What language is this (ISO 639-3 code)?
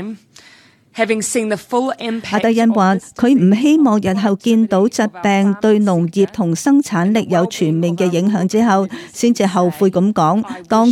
yue